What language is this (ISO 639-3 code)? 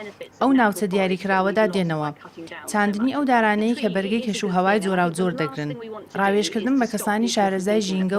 ckb